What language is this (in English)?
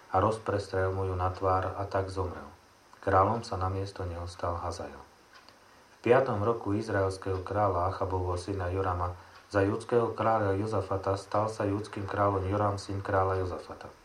Slovak